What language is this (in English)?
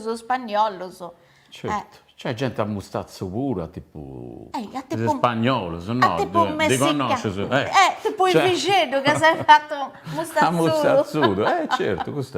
Sardinian